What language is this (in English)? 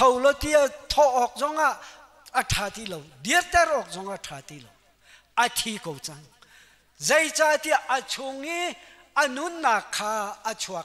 Hakha Chin